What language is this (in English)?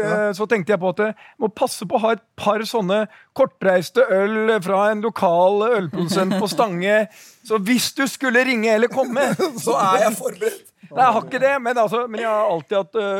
Norwegian